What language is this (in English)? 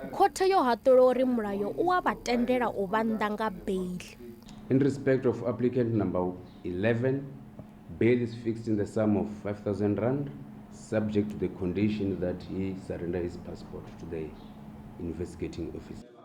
Venda